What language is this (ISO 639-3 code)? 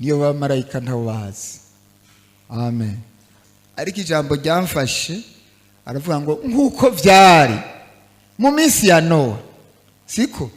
run